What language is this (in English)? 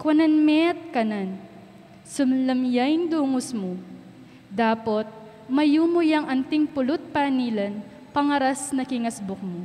Pampanga